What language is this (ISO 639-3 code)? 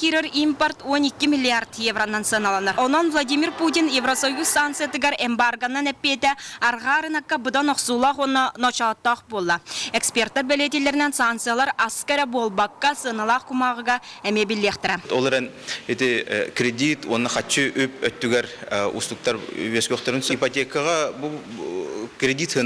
sah